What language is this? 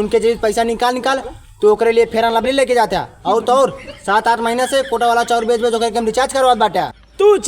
Awadhi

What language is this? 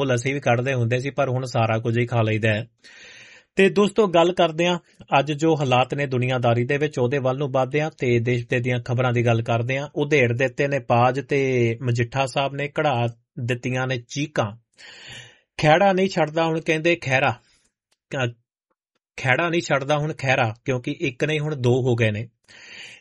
Punjabi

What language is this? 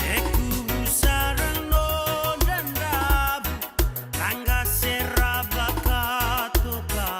Fijian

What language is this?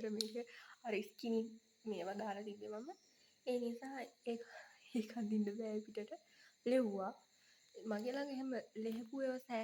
Sinhala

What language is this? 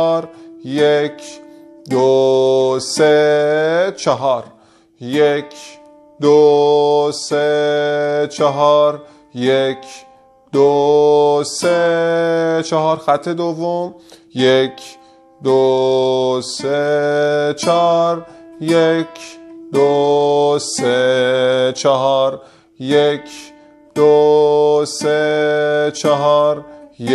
Persian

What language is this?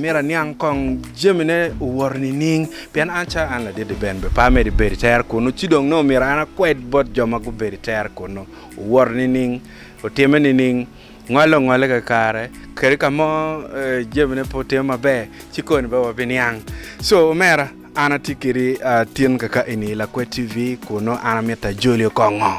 Acoli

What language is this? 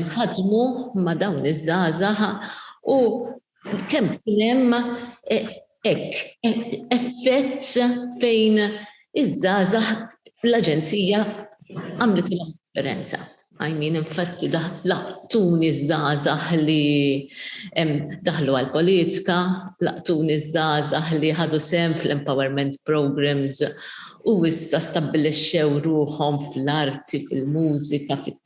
Maltese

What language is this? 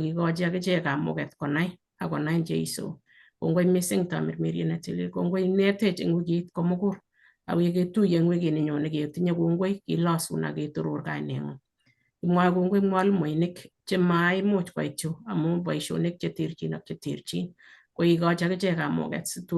Kalenjin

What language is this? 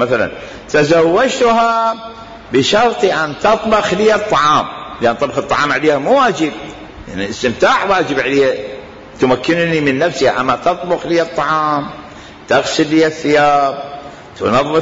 Mesopotamian Arabic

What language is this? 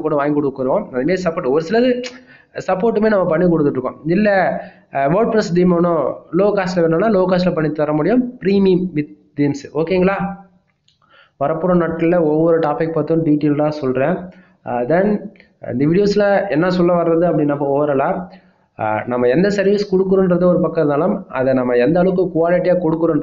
Tamil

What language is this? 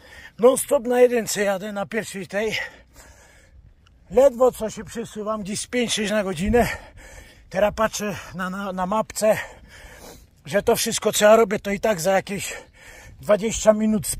Polish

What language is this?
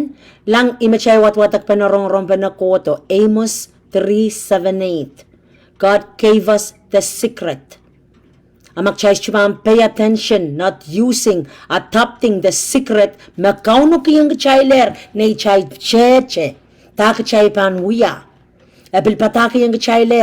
Pohnpeian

